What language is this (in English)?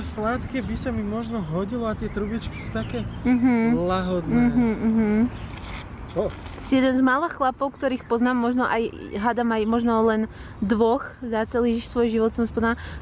Slovak